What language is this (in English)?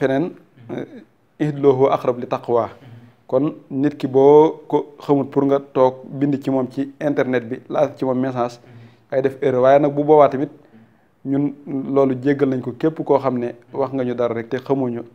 Wolof